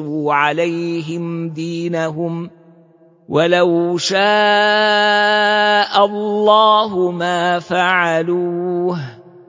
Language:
Arabic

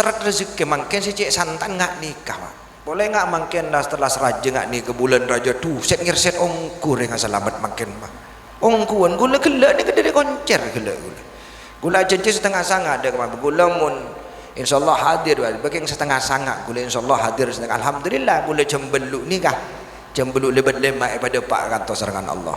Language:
Madurese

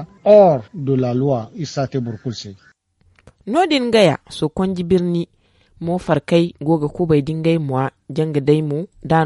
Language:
Zarma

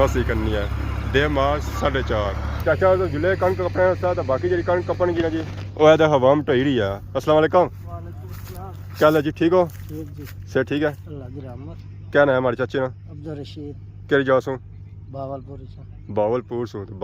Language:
Pahari-Potwari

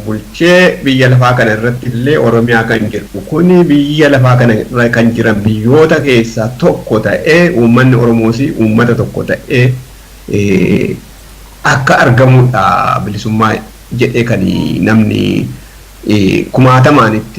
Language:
Oromo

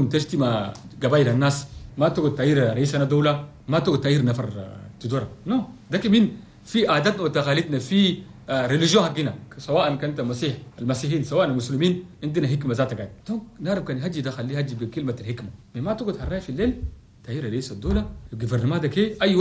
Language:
Chadian Arabic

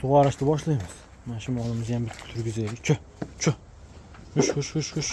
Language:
Uzbek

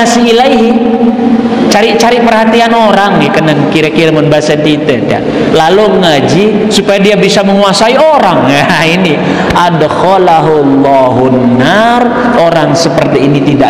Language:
Sasak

